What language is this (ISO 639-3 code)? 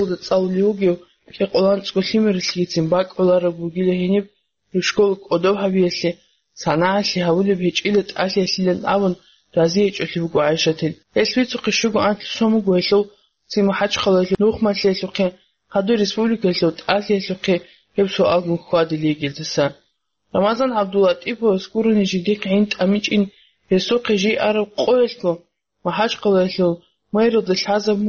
ava